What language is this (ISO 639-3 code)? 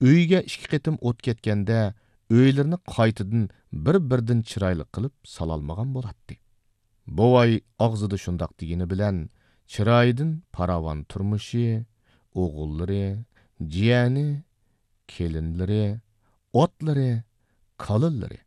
uig